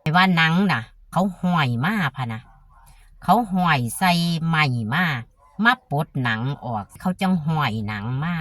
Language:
Northeastern Thai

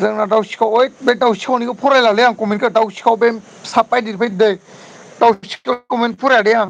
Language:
Bodo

